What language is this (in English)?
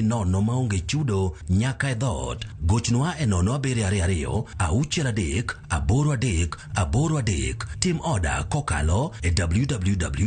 Luo (Kenya and Tanzania)